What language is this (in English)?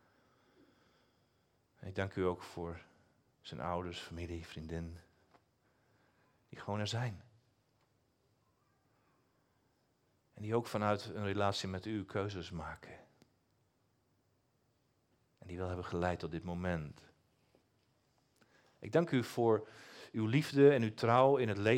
Dutch